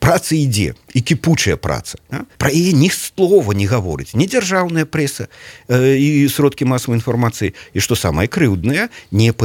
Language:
Belarusian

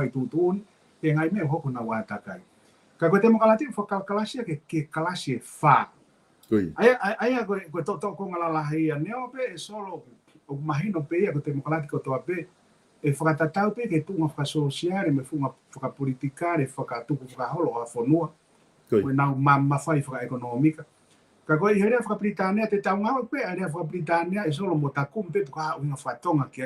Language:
Tongan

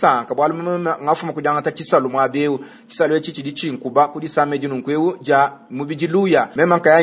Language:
Luba-Lulua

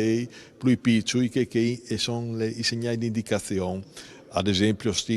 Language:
Friulian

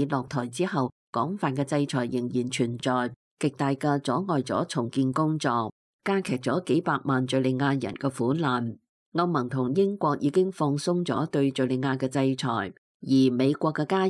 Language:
Cantonese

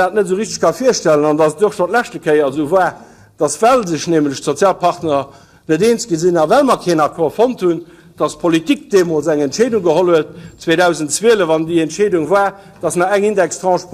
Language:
Luxembourgish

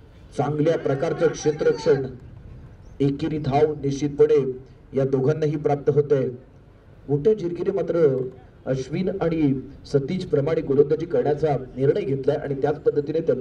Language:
Marathi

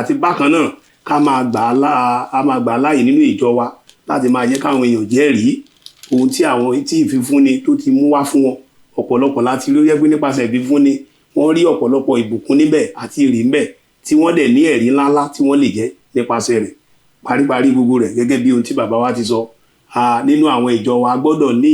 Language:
Yoruba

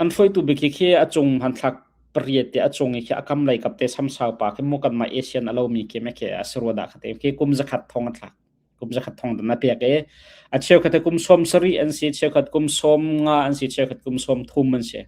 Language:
Hakha Chin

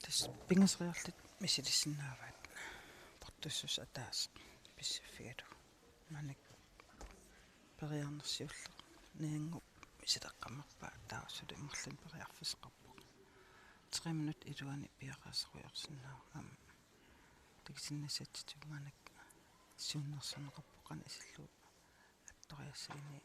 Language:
Kalaallisut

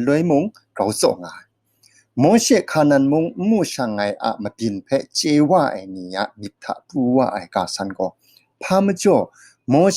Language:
Kachin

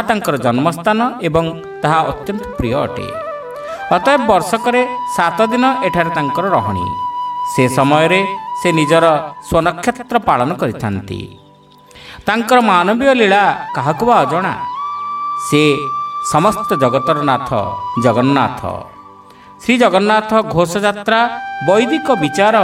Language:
Odia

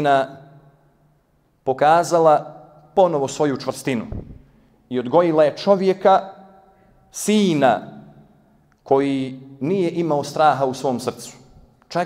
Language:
Bosnian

